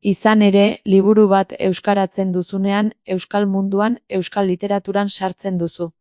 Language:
Basque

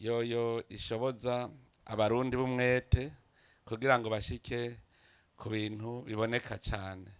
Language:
Rundi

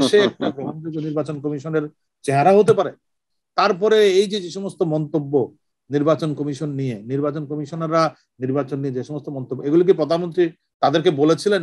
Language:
Bangla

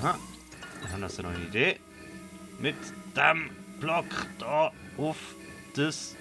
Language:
Swiss German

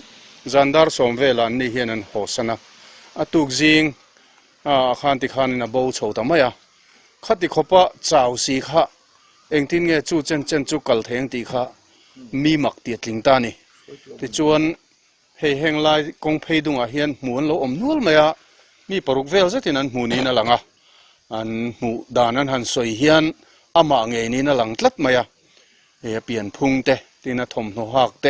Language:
Mizo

